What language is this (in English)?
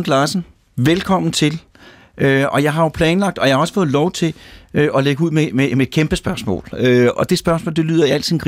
Danish